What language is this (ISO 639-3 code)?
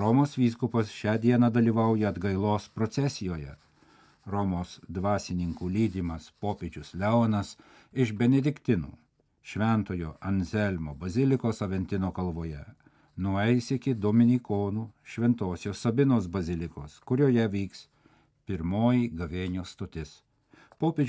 lit